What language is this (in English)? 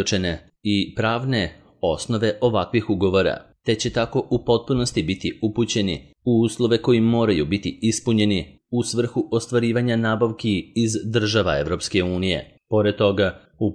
Serbian